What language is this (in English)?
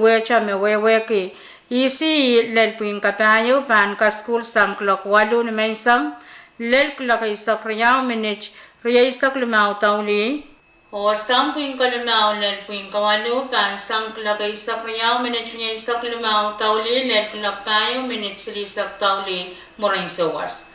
Pohnpeian